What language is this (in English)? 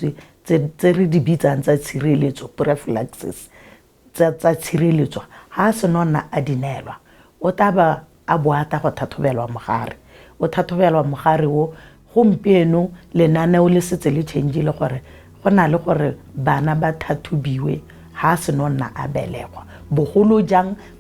Tswana